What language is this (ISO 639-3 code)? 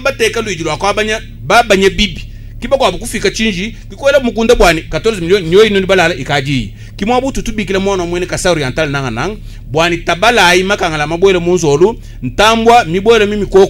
lua